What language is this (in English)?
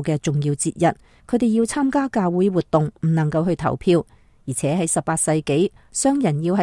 Cantonese